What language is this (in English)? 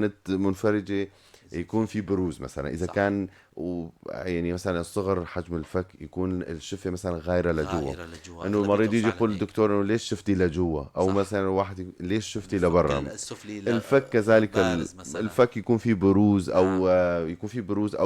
North Levantine Arabic